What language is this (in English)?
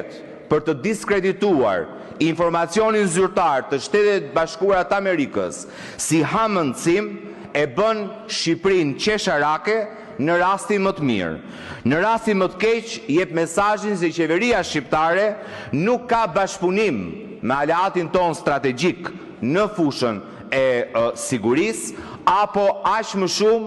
Albanian